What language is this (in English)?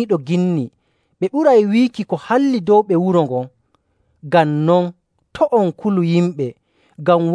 Nigerian Fulfulde